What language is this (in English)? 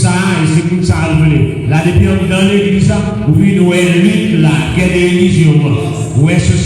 Haitian Creole